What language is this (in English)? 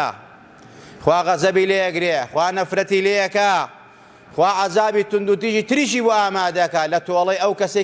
Central Kurdish